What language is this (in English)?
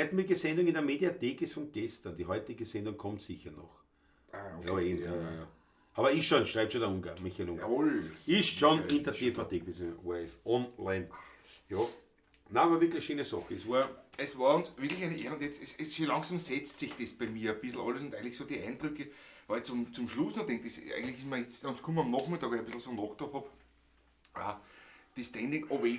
Bavarian